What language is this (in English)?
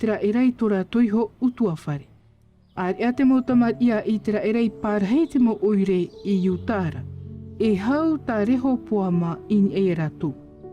Tahitian